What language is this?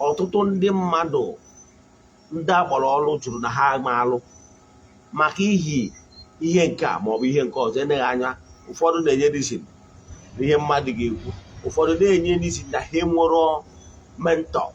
Igbo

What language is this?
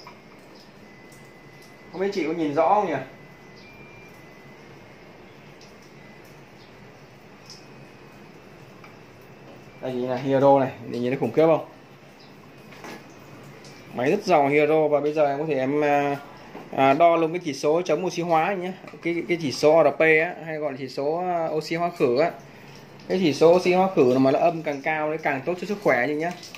Vietnamese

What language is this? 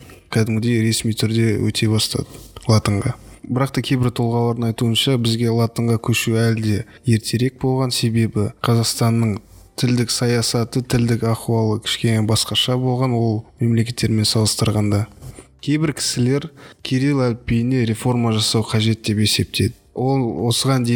Kazakh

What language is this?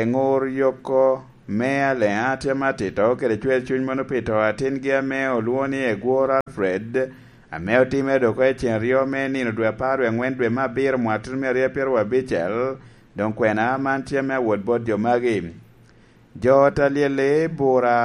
Lango (Uganda)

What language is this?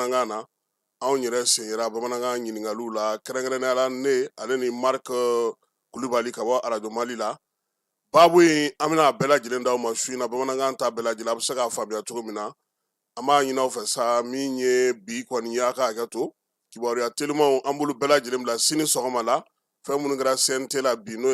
Bambara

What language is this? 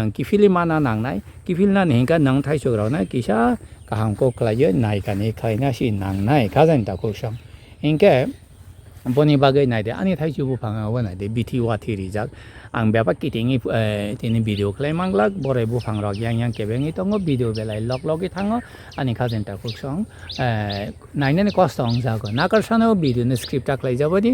Kok Borok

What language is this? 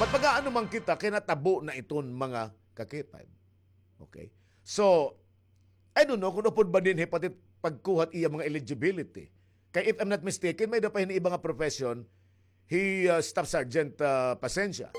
Waray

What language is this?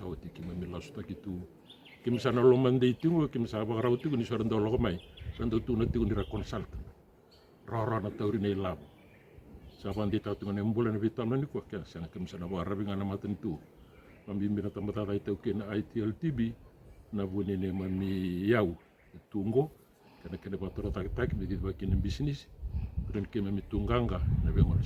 Fijian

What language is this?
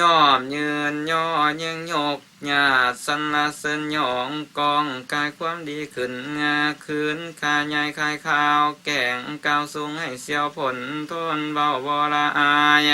Lao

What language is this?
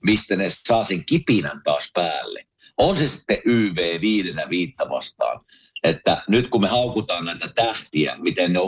Finnish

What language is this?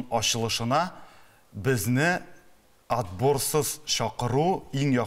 Tatar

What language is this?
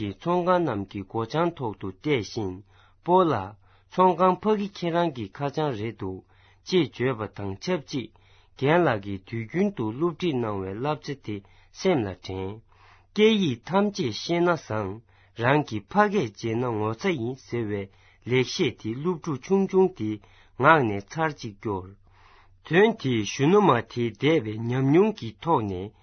Tibetan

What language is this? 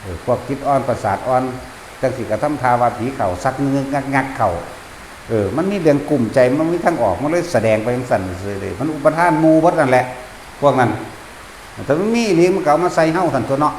Northeastern Thai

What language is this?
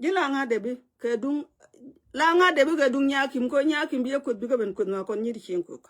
Nuer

